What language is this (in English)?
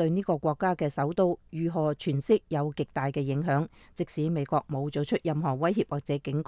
Cantonese